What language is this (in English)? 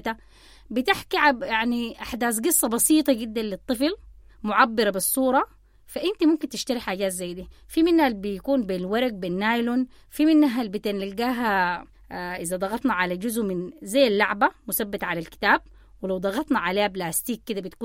Sudanese Arabic